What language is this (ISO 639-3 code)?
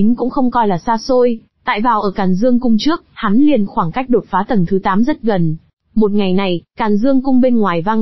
vie